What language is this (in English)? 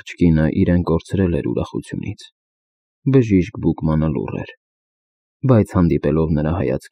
Armenian